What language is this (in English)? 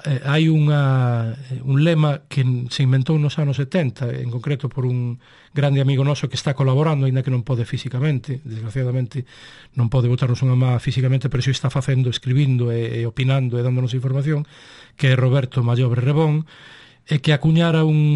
Galician